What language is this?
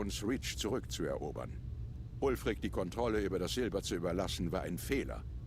Swiss German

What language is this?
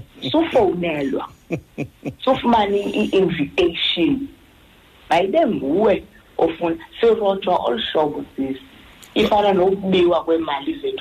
Xhosa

